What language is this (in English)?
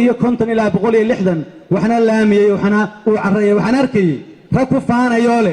Somali